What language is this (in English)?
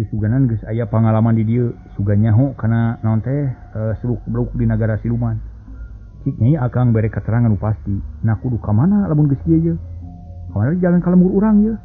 Sundanese